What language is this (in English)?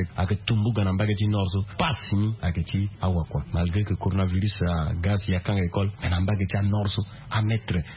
Sango